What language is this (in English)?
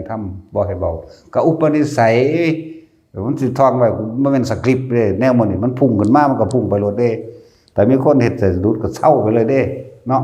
Northeastern Thai